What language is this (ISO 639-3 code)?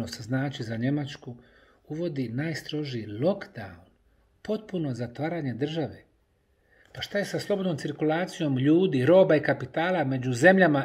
bos